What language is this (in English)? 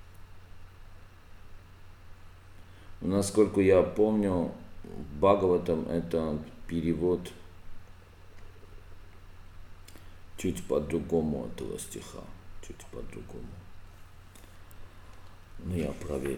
Russian